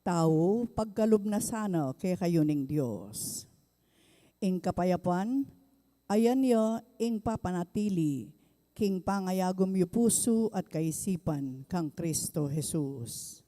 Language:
Pampanga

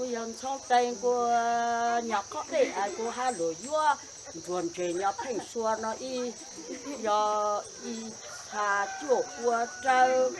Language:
Hmong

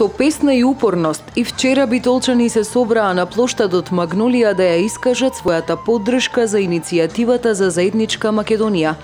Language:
Macedonian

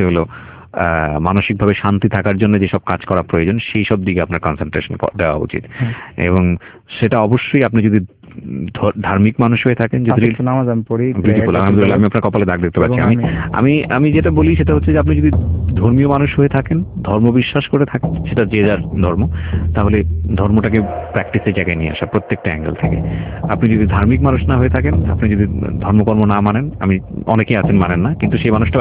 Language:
Bangla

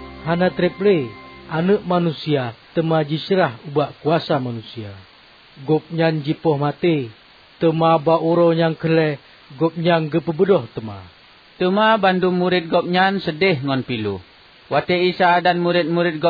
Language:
Achinese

